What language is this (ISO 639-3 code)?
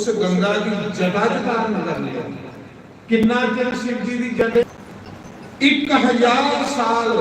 doi